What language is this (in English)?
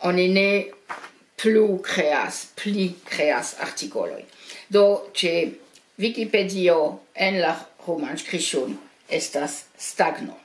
Esperanto